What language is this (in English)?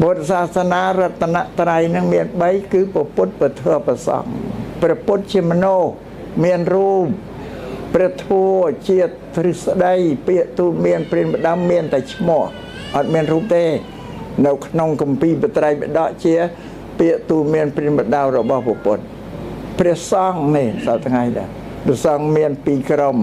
Khmer